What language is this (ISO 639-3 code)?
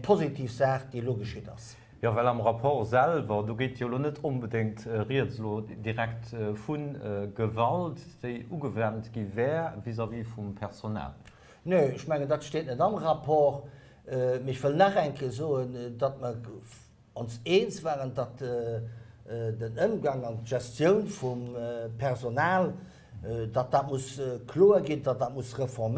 ltz